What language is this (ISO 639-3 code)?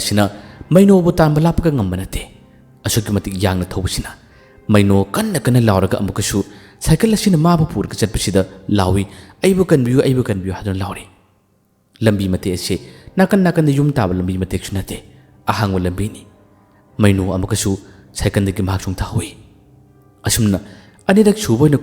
mni